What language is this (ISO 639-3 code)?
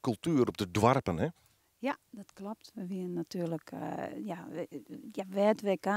fry